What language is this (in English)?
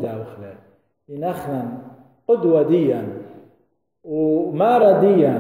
Assyrian Neo-Aramaic